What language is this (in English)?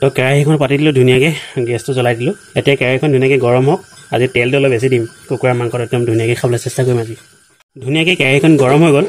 Assamese